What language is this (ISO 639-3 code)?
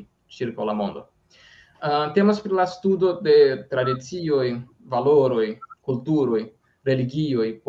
epo